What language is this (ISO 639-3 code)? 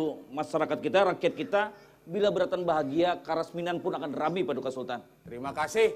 bjn